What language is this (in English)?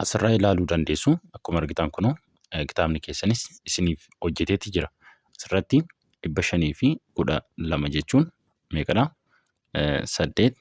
Oromo